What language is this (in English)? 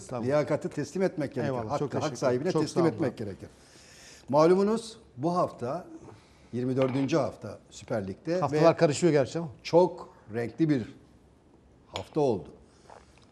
Turkish